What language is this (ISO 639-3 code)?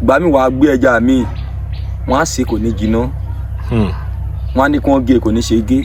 yor